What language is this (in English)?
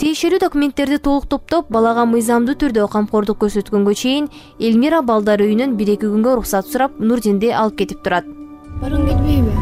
Kyrgyz